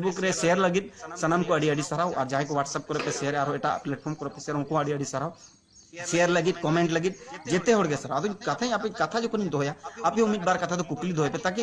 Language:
Santali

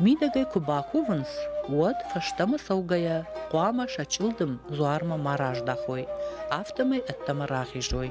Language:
Ossetic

